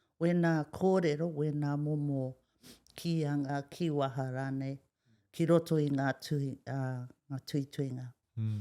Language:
Māori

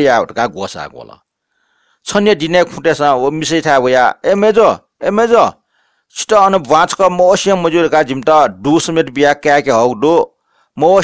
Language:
Newari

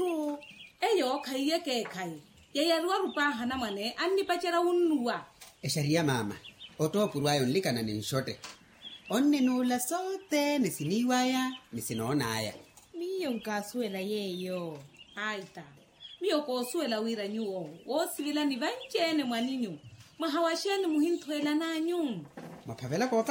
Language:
Makhuwa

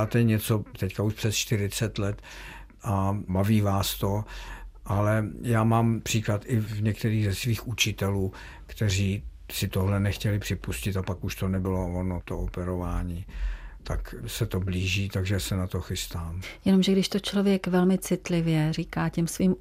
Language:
Czech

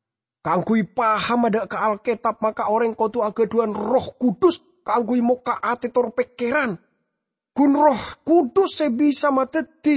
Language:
Madurese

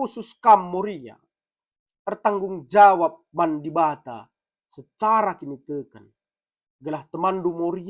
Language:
Batak Karo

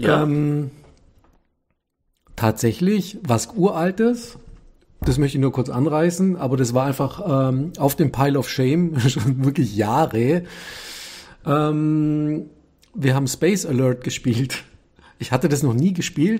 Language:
German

